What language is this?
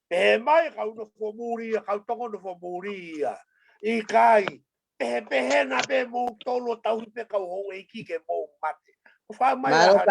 Tongan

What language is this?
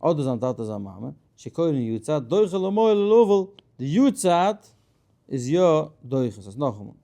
Yiddish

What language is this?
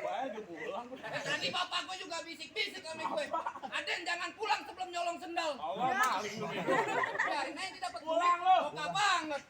Betawi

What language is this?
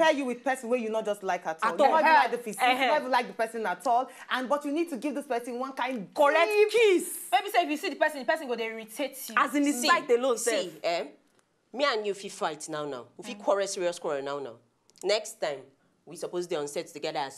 Nigerian Pidgin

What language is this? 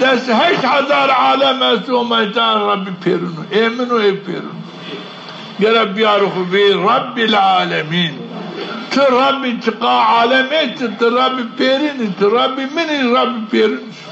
Zaza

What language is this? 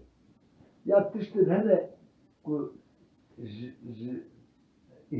Kurdish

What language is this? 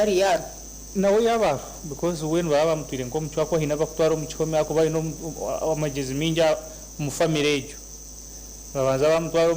Nyankole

